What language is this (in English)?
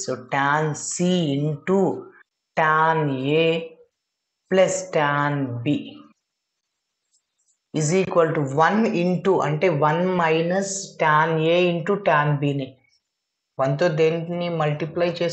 Telugu